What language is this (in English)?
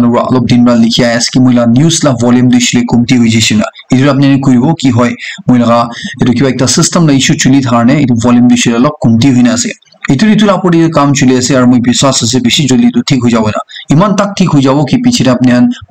Naga Pidgin